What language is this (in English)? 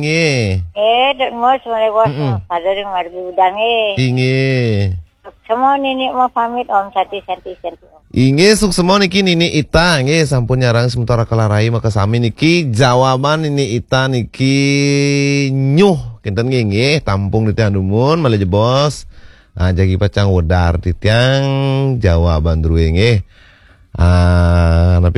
Balinese